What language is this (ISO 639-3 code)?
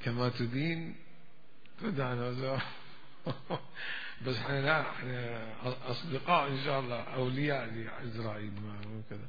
acm